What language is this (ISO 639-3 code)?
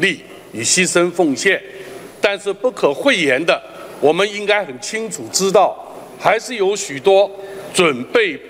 zho